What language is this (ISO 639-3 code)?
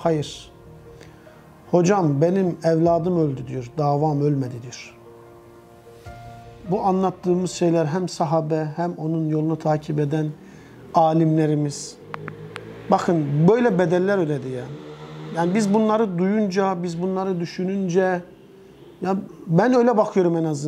tur